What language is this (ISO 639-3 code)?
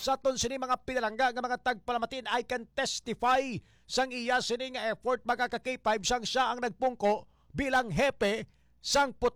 hil